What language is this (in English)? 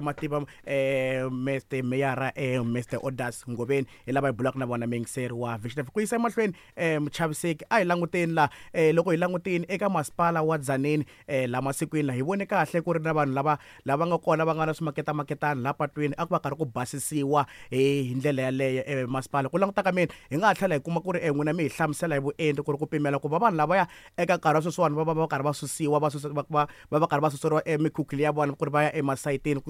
Tsonga